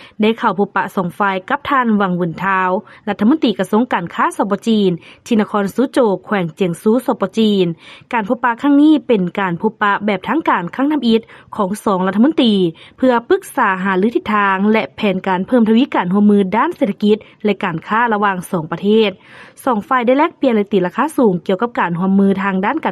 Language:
Lao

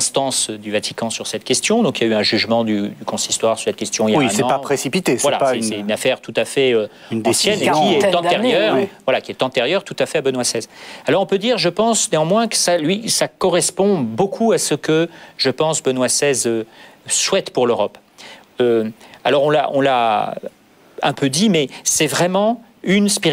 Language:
French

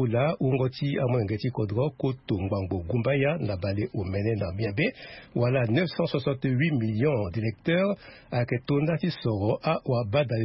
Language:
Sango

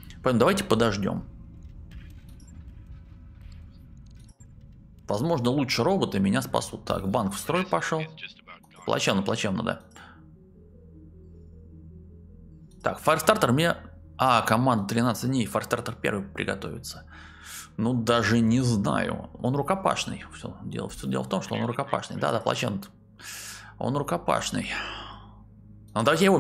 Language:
Russian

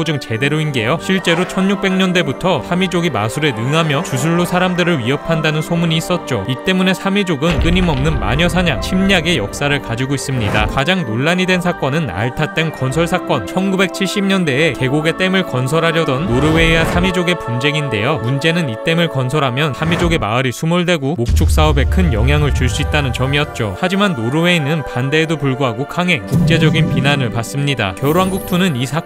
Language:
Korean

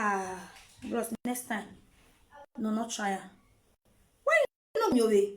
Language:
Nigerian Pidgin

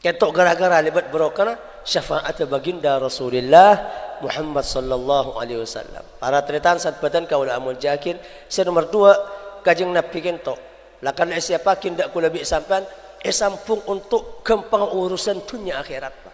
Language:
Madurese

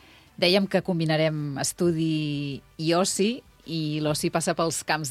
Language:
Catalan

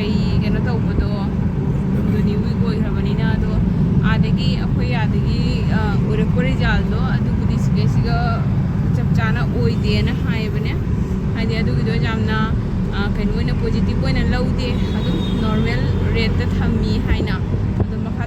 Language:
Manipuri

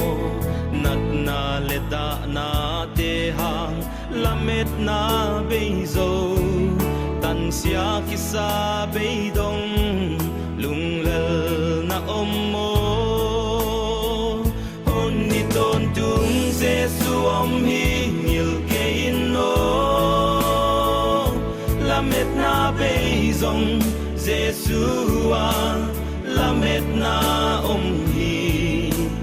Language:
Paite Chin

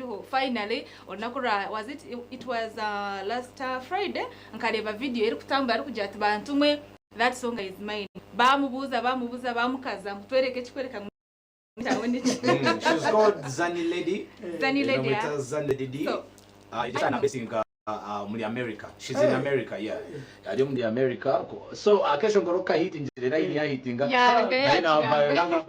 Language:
Nyankole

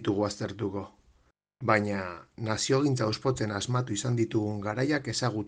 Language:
Basque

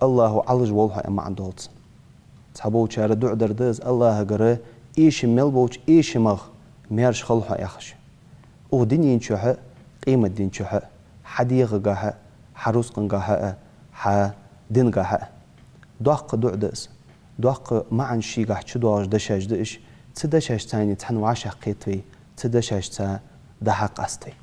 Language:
Ingush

